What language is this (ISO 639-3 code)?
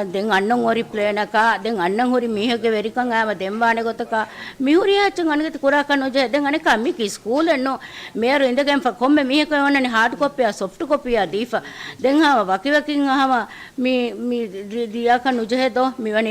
div